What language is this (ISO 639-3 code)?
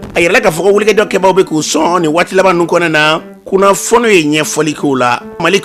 bam